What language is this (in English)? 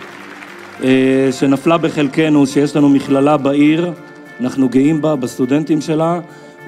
Hebrew